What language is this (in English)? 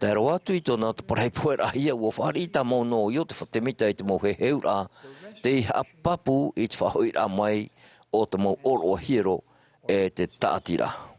Tahitian